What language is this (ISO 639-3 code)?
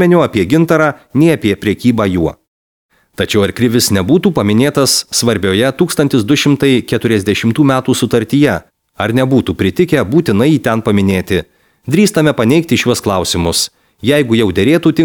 lit